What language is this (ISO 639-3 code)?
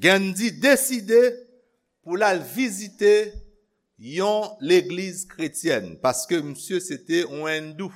hat